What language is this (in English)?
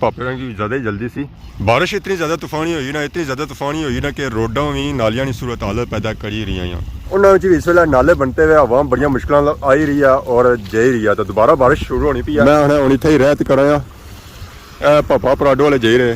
Pahari-Potwari